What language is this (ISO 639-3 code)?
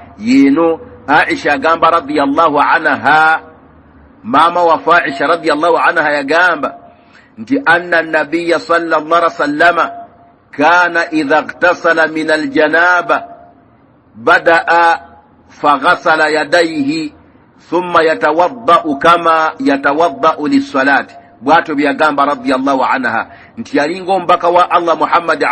lug